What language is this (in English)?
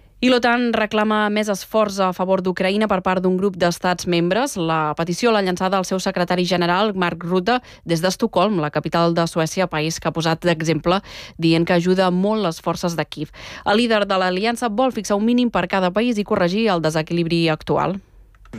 Catalan